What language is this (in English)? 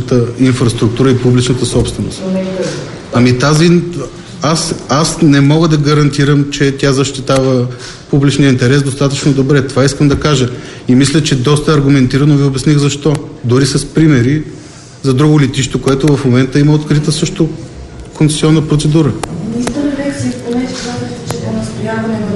Bulgarian